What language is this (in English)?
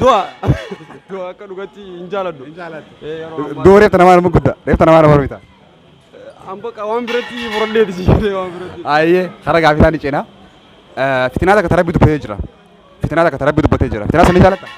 Oromo